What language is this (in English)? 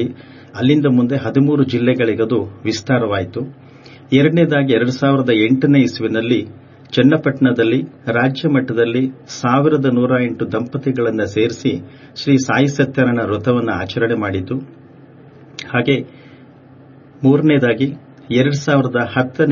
Kannada